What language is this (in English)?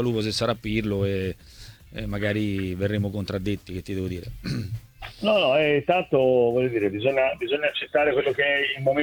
Italian